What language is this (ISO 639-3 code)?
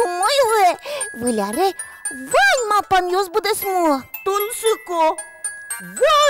udm